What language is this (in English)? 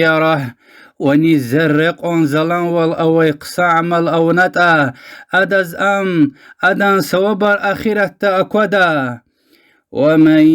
Lezghian